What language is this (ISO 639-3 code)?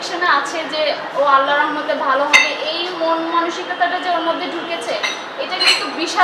ben